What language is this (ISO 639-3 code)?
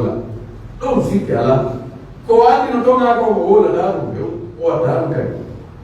fuf